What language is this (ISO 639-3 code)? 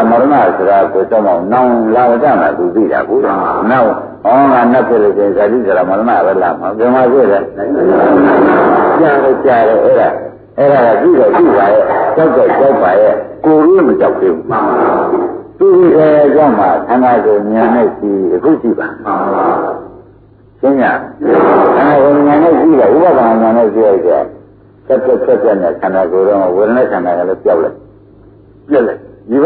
mya